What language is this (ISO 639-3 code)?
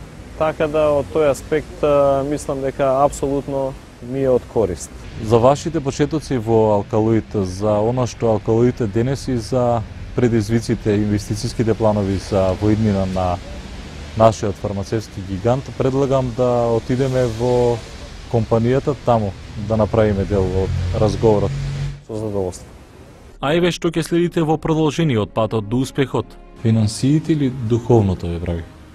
mkd